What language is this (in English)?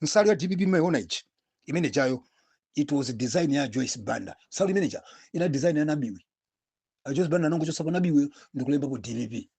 Nyanja